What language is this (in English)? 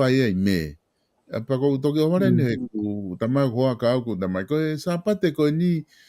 Tongan